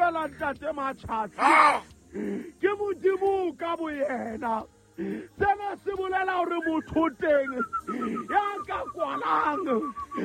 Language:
Southern Sotho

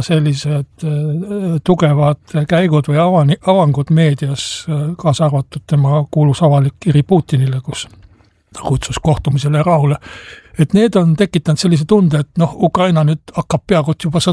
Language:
Estonian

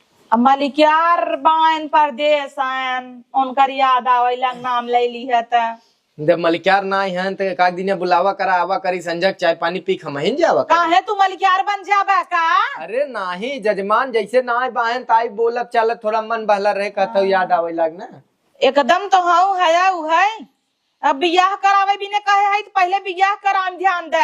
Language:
Awadhi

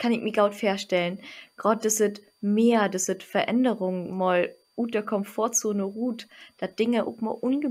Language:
Low German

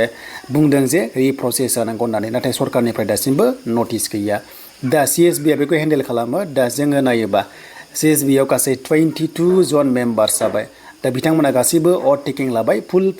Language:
Bodo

